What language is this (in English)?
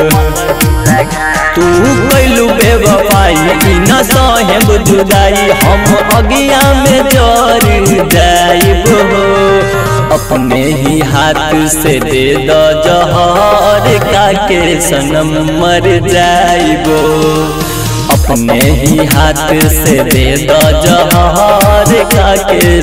Bhojpuri